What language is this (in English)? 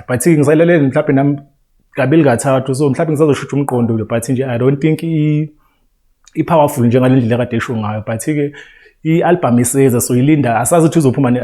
Zulu